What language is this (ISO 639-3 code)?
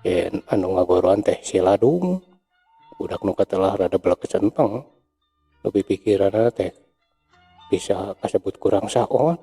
sun